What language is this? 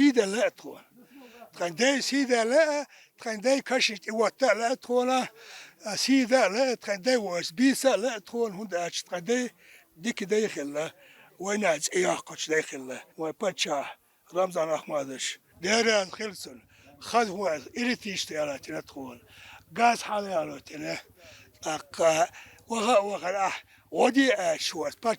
Chechen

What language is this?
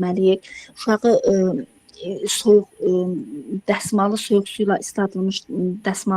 Azerbaijani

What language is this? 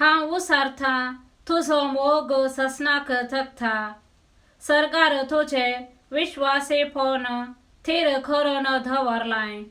Konkani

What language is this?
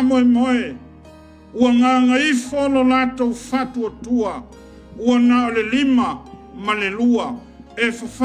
Samoan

